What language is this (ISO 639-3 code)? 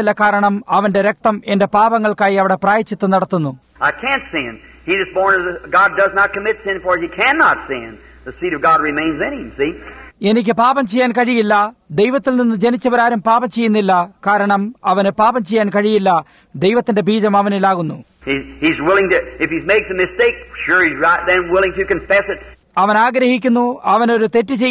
mal